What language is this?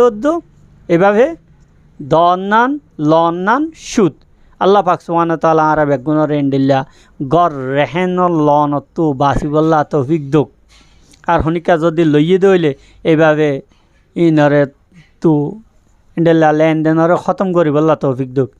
Rohingya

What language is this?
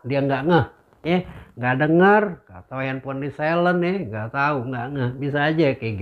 Betawi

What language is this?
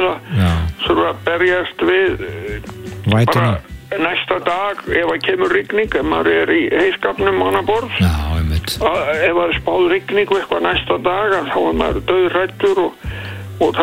Icelandic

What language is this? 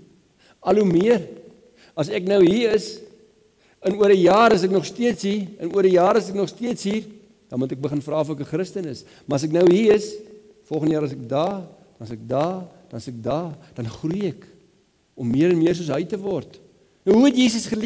Afrikaans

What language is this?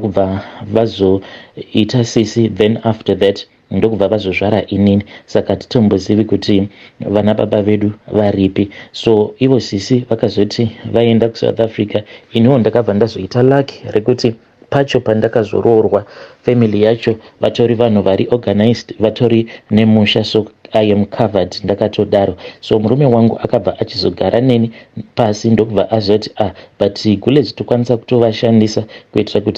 Shona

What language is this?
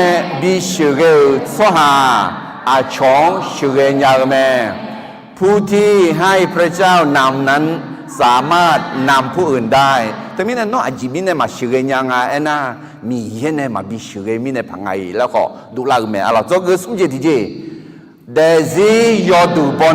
Akha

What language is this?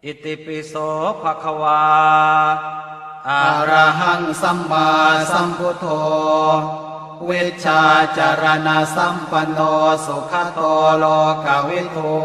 Pali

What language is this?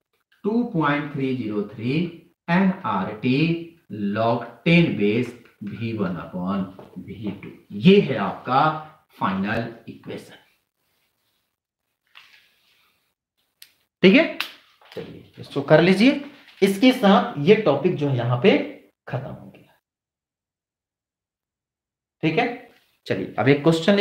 Hindi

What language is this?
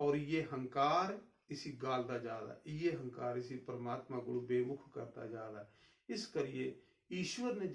Dogri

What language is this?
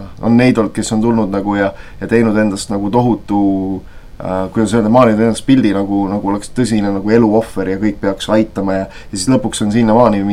Estonian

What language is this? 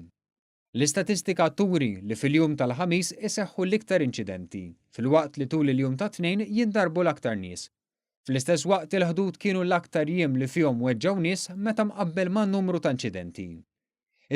Maltese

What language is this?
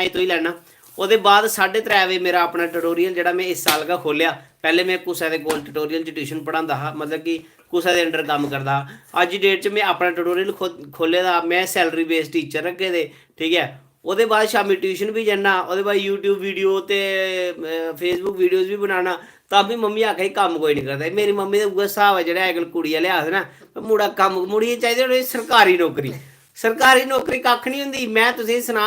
Dogri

